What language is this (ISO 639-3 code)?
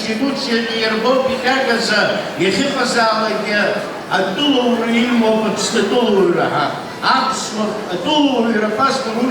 abk